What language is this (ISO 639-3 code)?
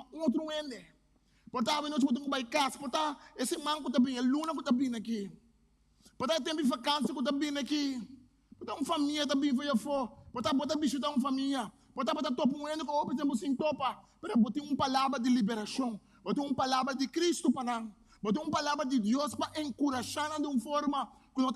pap